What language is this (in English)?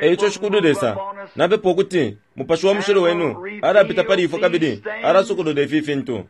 Bemba